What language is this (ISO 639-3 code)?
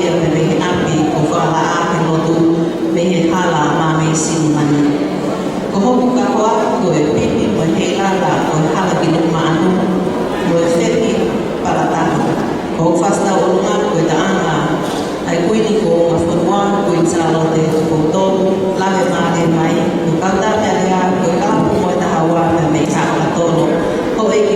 ton